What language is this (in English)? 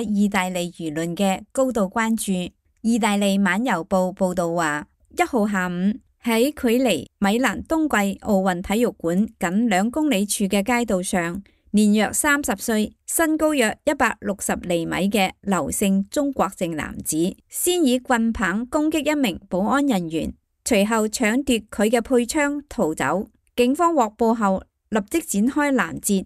Cantonese